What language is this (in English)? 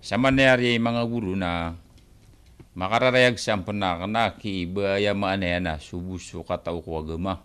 Maranao